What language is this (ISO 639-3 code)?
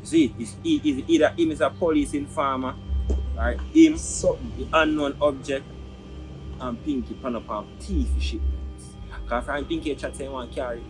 jam